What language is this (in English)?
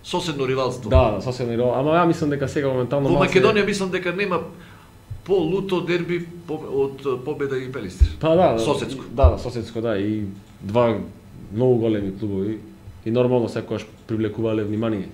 Macedonian